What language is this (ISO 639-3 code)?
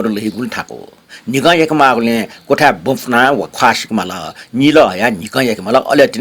new